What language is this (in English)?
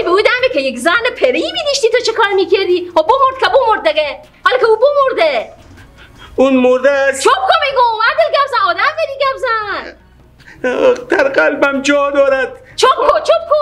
Persian